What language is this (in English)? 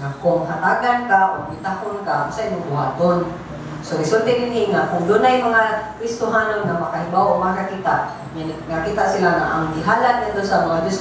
Cebuano